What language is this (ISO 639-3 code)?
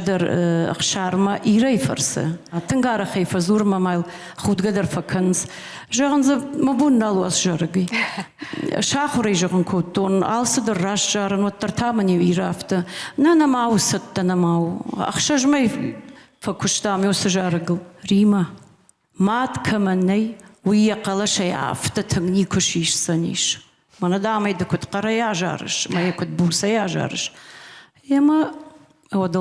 oss